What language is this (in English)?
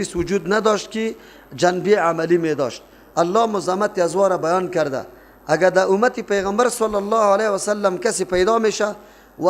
Persian